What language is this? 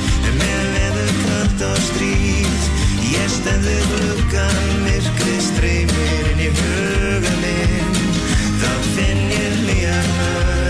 Icelandic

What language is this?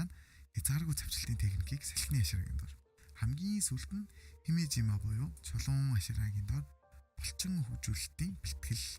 Mongolian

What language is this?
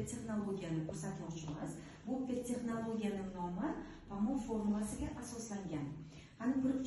Uzbek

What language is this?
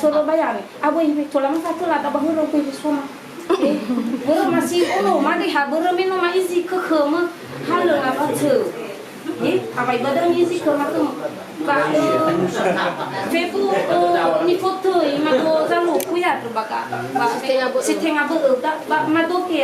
Nias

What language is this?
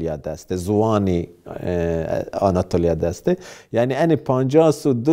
Zaza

